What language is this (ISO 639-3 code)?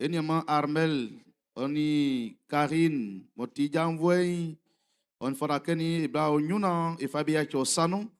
bci